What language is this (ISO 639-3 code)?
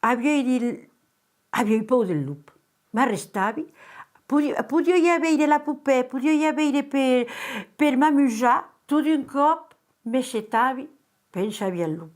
oci